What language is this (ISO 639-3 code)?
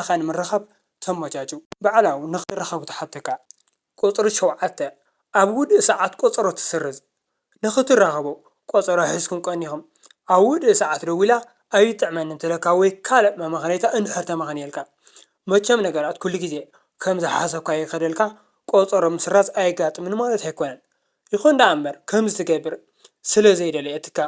tir